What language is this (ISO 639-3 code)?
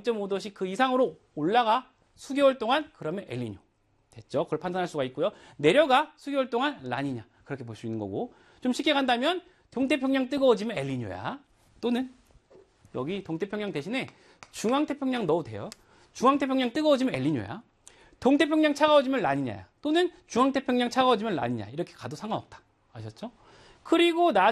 kor